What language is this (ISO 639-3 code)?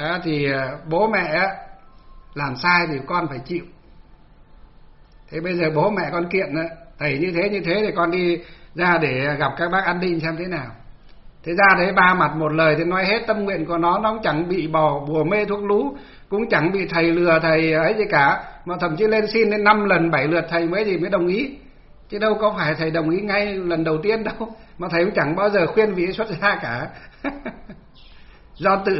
vie